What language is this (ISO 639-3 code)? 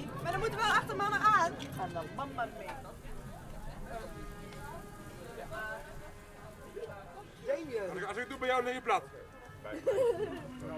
nld